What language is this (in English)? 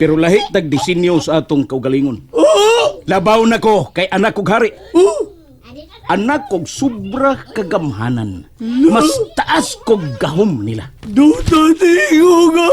Cebuano